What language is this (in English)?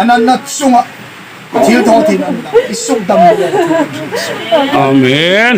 Hmar